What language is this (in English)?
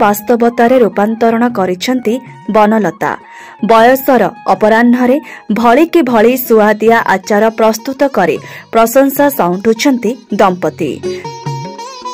Odia